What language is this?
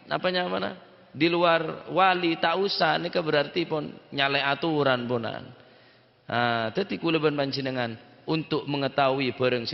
Madurese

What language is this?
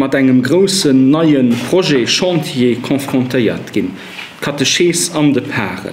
Luxembourgish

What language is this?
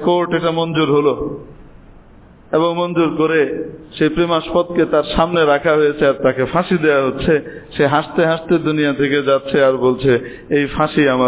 Bangla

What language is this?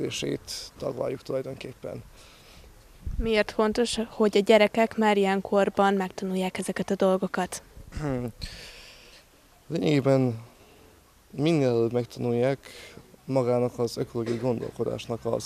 Hungarian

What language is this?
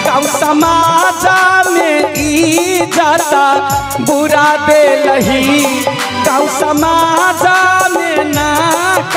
Maithili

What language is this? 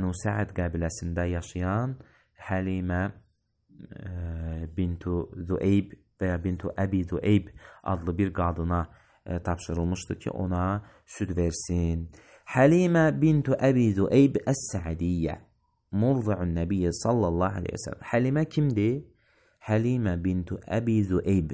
Azerbaijani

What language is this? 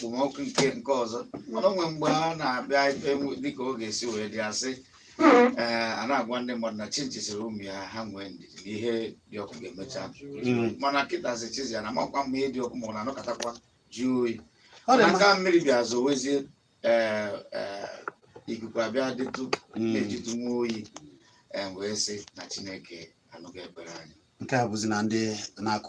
Igbo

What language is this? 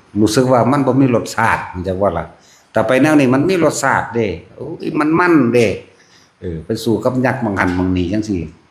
Northeastern Thai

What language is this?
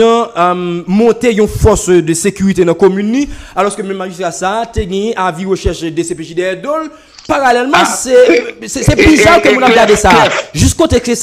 Haitian Creole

